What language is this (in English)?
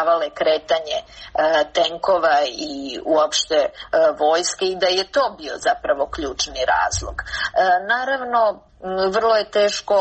Serbian